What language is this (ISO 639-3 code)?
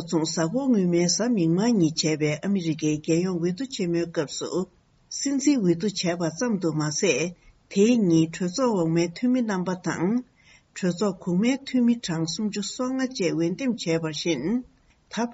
bod